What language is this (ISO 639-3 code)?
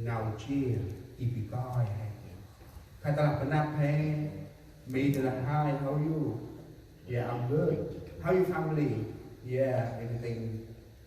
cmo